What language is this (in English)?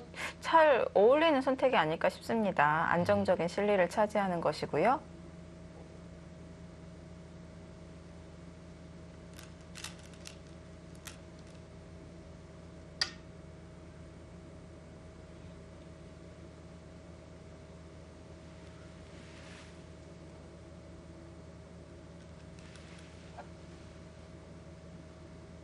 Korean